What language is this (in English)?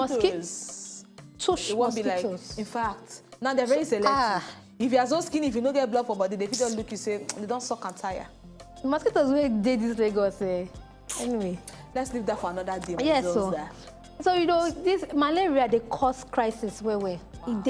Nigerian Pidgin